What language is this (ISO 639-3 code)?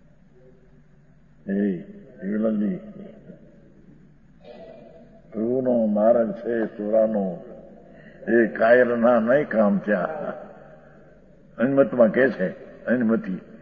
guj